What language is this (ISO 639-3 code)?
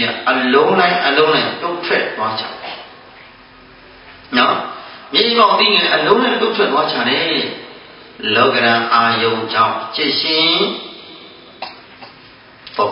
mya